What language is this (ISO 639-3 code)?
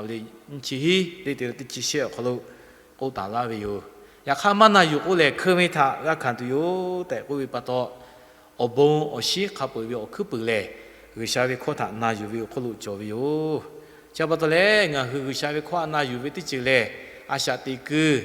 lhu